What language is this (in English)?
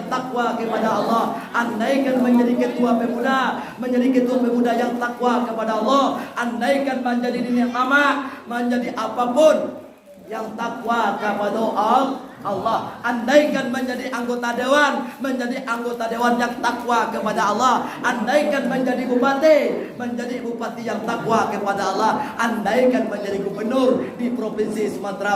Minangkabau